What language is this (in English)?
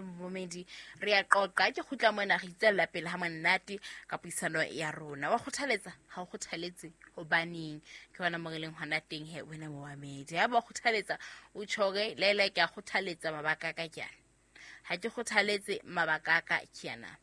Southern Sotho